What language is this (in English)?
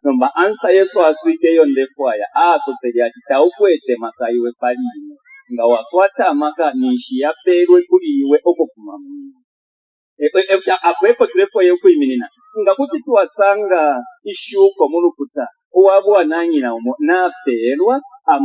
Bemba